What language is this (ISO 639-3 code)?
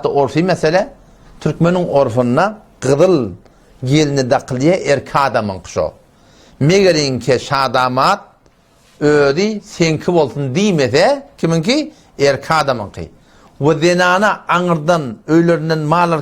tuk